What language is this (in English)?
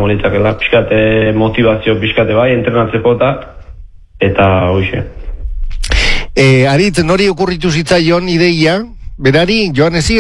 Basque